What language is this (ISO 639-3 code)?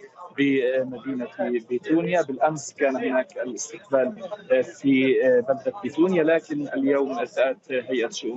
ara